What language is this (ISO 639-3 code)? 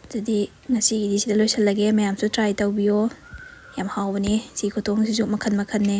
mni